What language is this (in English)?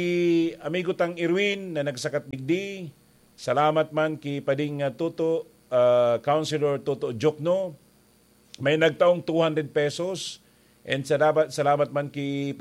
Bikol